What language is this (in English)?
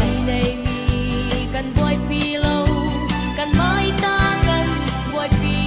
Falam Chin